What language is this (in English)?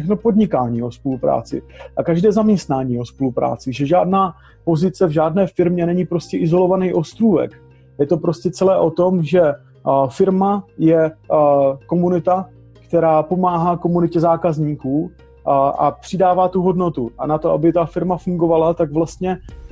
Czech